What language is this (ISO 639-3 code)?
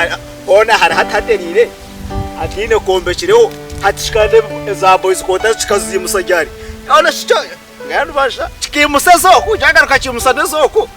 nyn